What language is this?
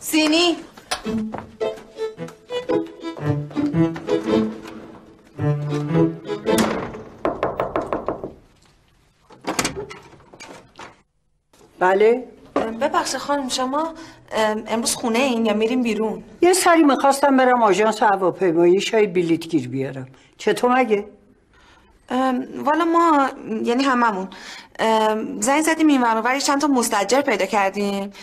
Persian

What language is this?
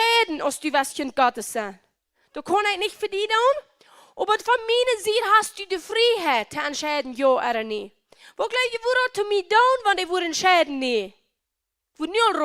Plautdietsch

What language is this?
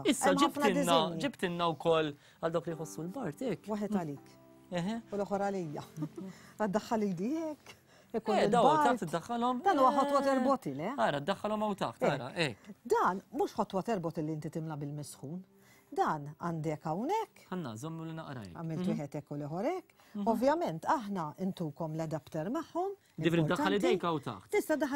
Maltese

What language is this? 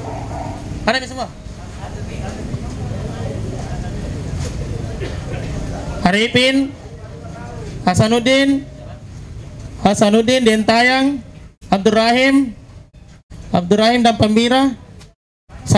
Indonesian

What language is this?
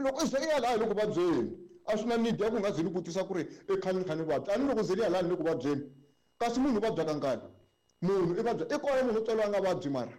Tsonga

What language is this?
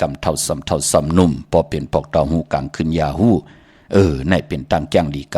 Shan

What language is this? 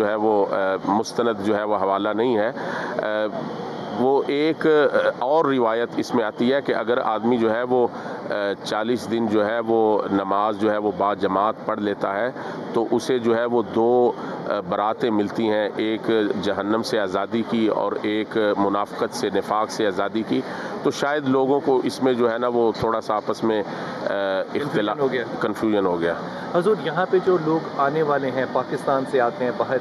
Urdu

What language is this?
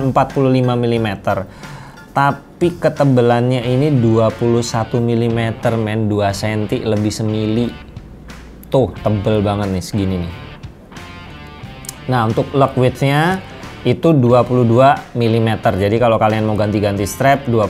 Indonesian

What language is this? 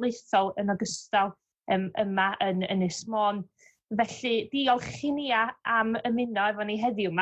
Welsh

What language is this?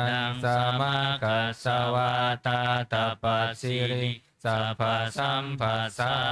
Pali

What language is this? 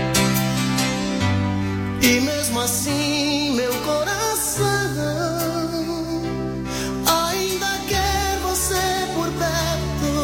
Portuguese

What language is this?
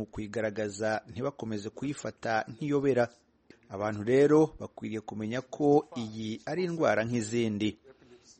Kinyarwanda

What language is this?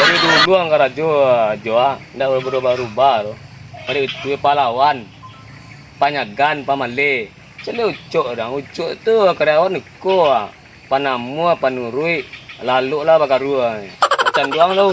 Minangkabau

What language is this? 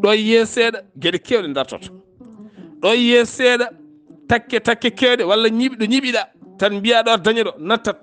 Fula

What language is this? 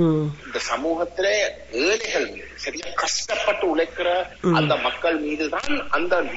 Tamil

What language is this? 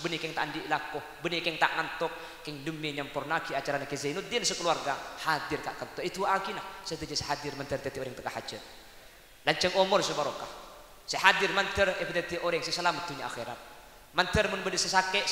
Madurese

